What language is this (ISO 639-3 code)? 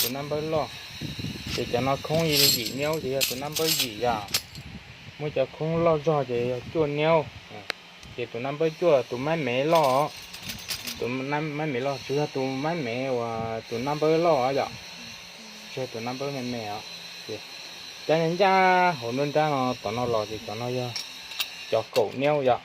hmn